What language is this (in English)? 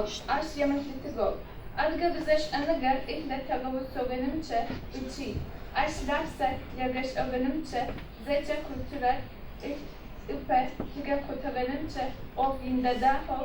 Adyghe